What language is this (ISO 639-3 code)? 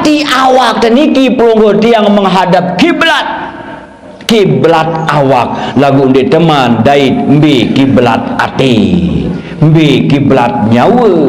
sas